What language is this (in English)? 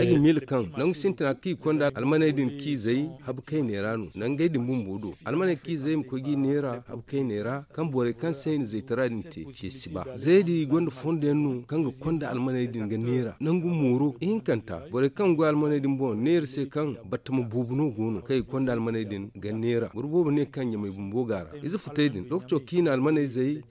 Zarma